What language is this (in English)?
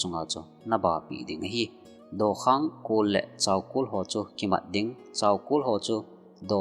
Thado Chin